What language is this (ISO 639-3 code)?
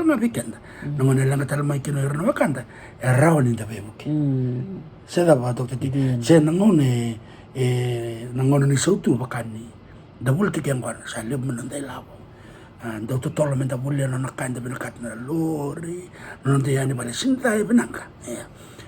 fij